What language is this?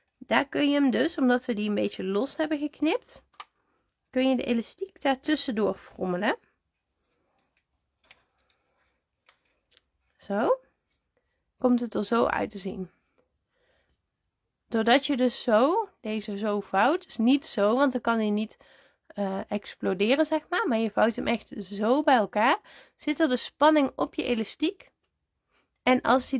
Dutch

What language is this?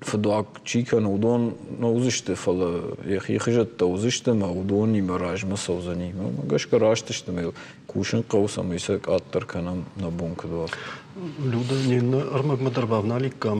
Ossetic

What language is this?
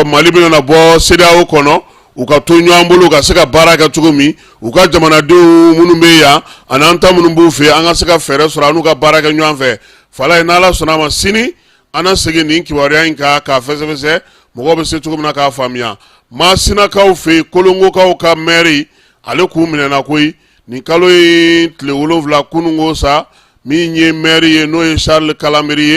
Bambara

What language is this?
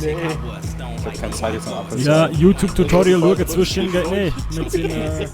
Swiss German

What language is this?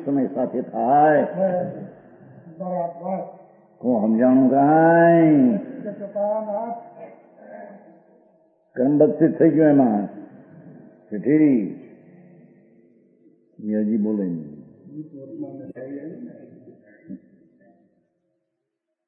Gujarati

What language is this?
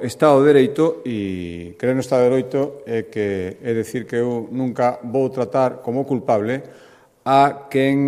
Galician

